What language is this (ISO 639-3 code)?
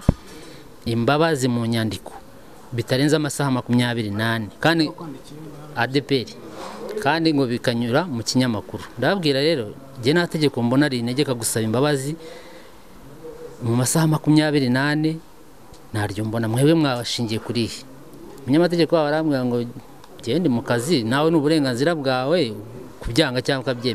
kin